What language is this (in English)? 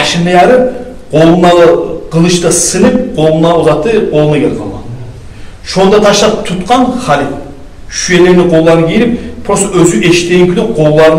Kumyk